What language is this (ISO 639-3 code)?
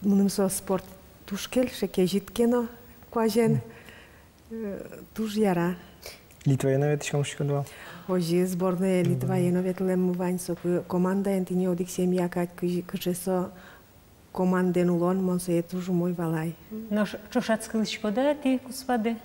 udm